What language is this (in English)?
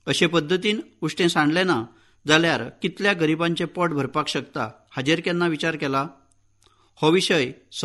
Konkani